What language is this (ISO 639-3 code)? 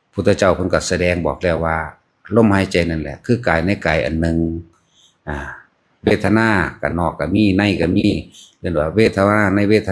tts